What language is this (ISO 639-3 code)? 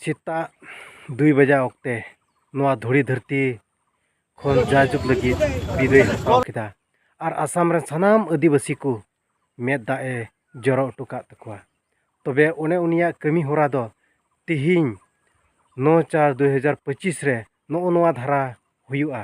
sat